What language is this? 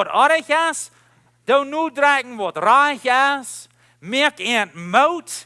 Plautdietsch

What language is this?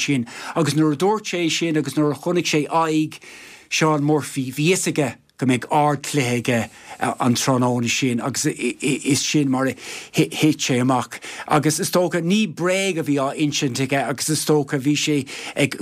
Irish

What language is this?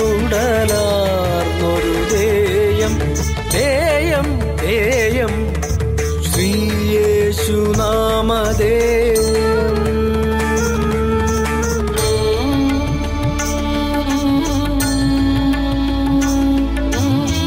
Malayalam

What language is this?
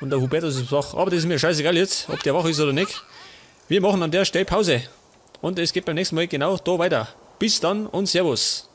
Bavarian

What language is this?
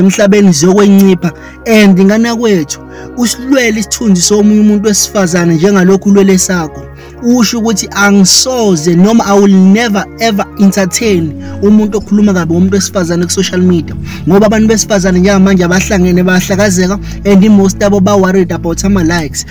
Zulu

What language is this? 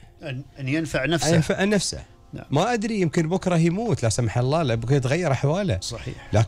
Gulf Arabic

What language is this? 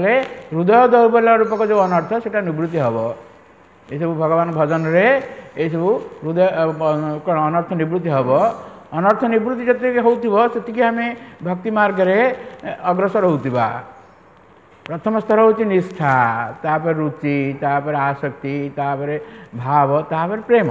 Odia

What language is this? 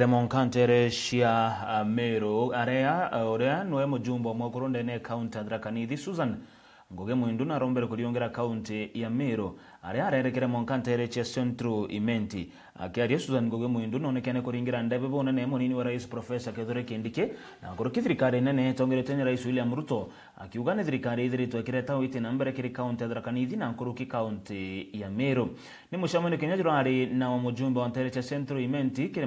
Meru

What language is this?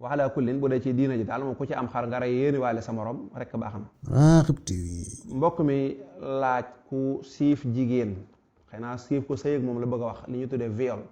Wolof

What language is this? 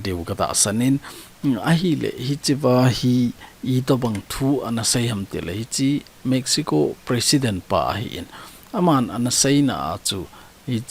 Thado Chin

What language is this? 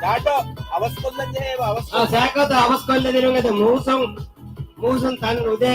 Divehi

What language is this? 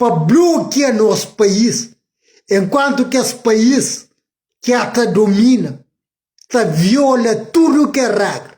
Kabuverdianu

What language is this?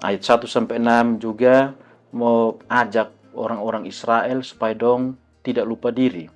Kupang Malay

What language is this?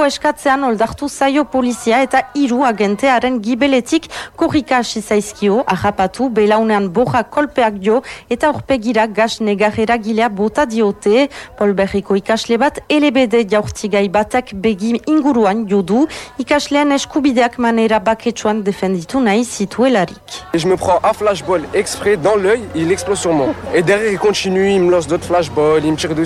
Basque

